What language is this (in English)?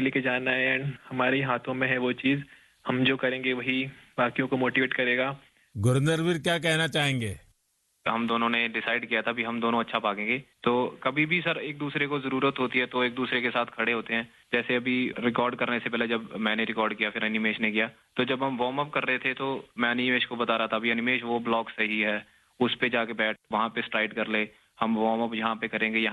Hindi